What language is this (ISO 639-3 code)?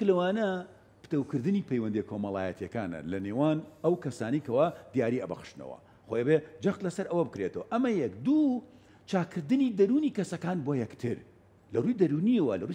ckb